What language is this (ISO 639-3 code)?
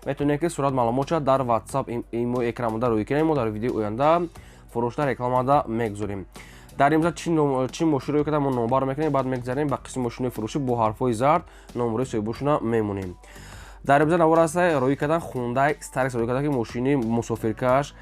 tgk